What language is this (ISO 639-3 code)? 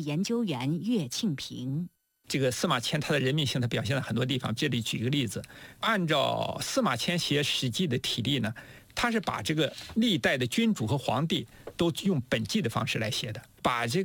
zho